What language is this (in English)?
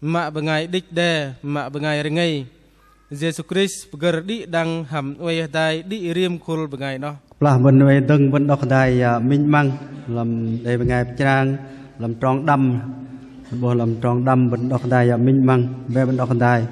Bahnar